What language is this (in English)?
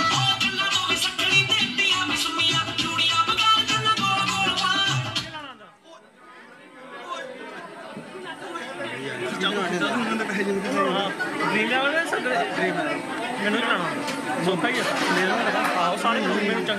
Punjabi